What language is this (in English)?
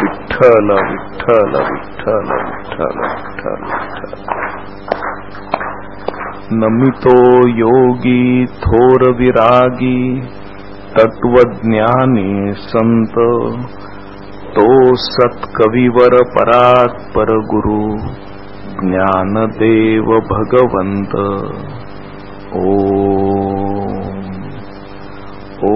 Marathi